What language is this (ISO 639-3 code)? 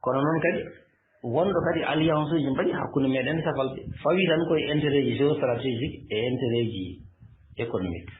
ful